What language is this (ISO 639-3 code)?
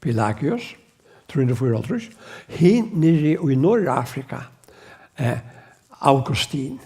fao